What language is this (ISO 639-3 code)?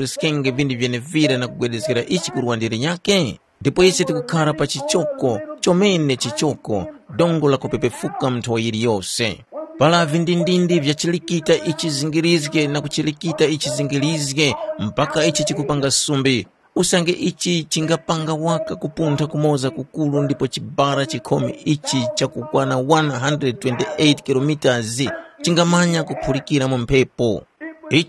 tum